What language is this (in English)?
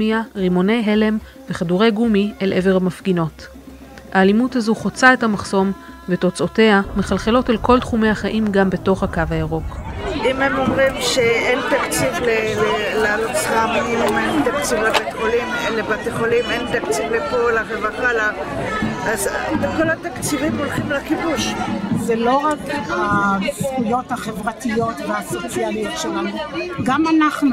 Hebrew